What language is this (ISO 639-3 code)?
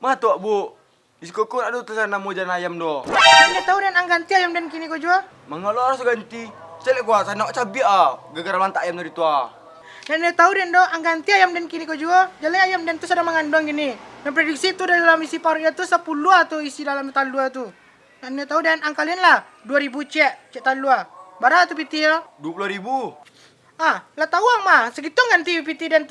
min